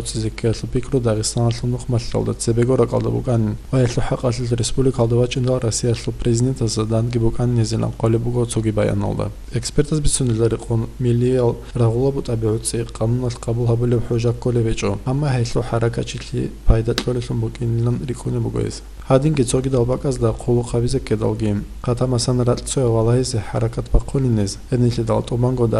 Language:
Avaric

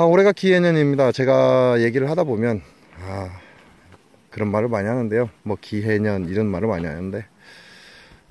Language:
Korean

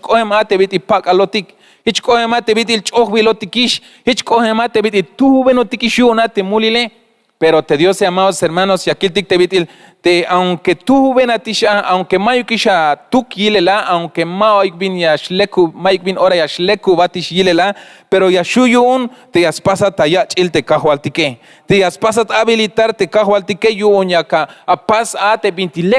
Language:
Tzeltal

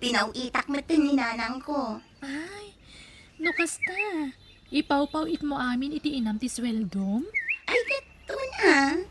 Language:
Iloko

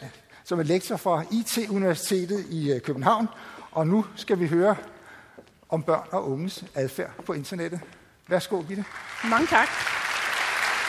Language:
Danish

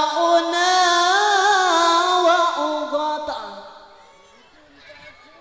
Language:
Sundanese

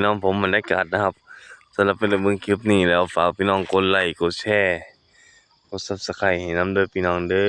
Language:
Northeastern Thai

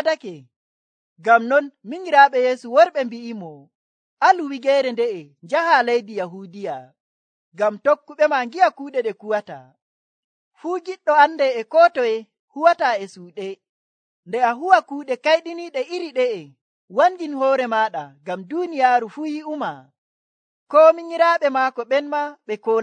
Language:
Nigerian Fulfulde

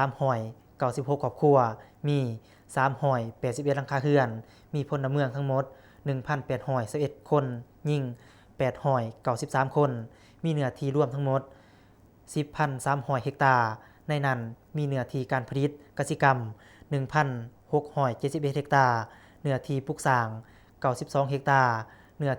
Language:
Lao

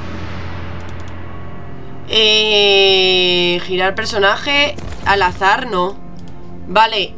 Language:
Spanish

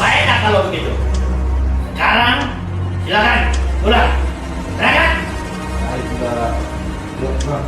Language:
Betawi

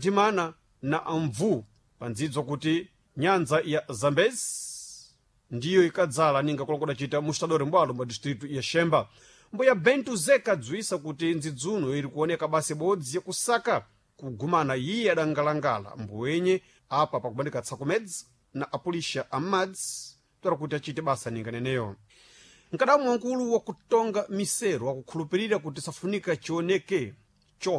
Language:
Sena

